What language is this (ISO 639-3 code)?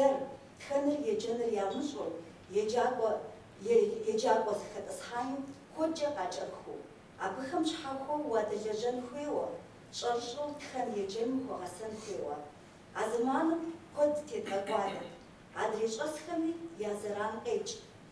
kbd